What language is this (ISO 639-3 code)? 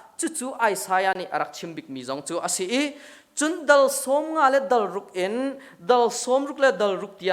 cnh